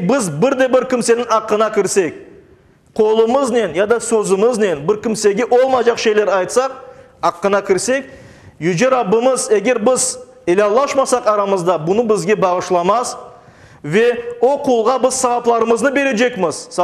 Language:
Crimean Tatar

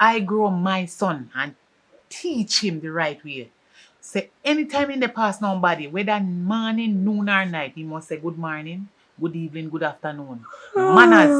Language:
Jamaican Creole English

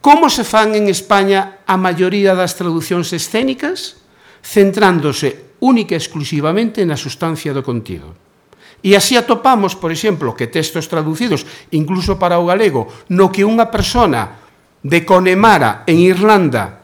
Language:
Galician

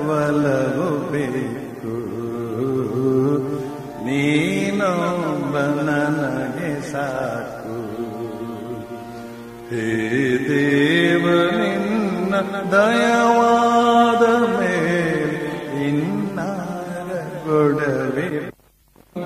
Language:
Kannada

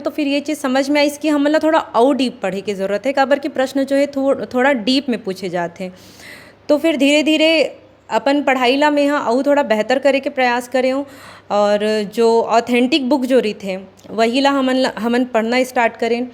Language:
Chhattisgarhi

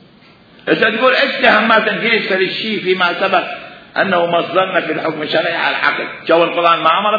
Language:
Mesopotamian Arabic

